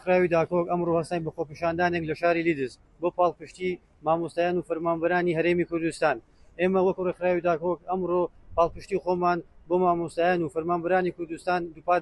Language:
Central Kurdish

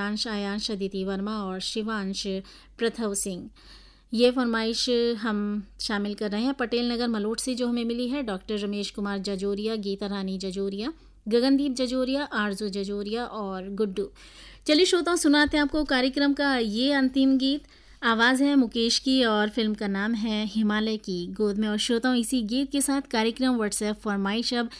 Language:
Hindi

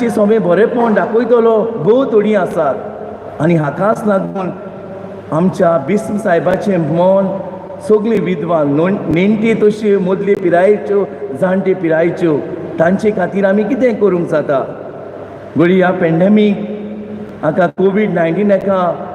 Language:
Konkani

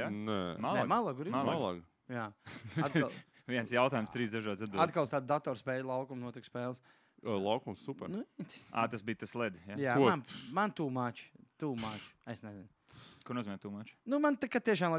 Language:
Latvian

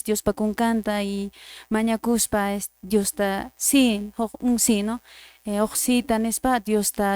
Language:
Quechua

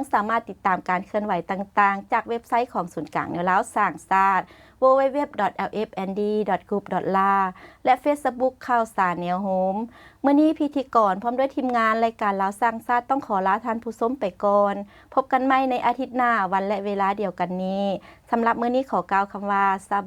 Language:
Lao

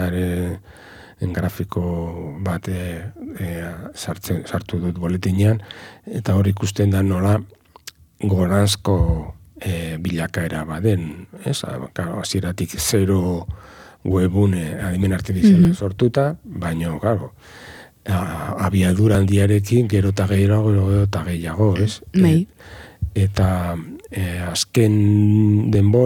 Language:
Basque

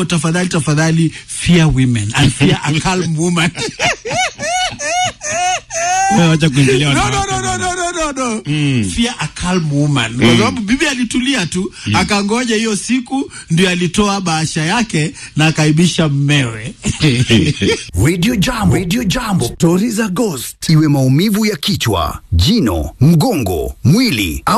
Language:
Swahili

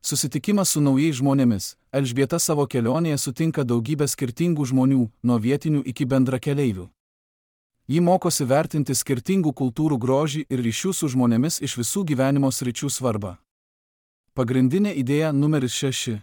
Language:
Lithuanian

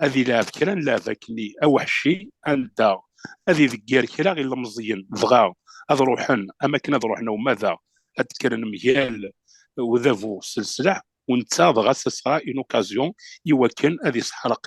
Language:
Kabyle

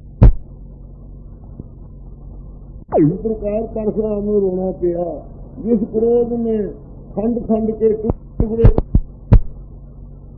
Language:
Punjabi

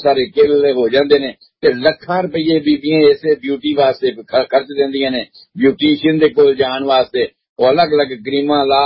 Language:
Punjabi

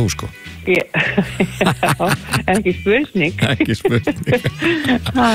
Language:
Icelandic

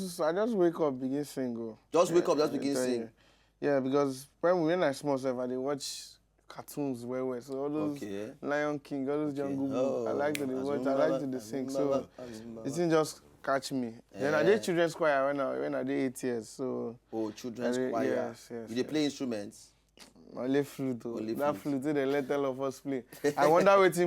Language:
Nigerian Pidgin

